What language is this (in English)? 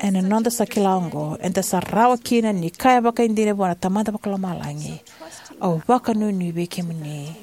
Fijian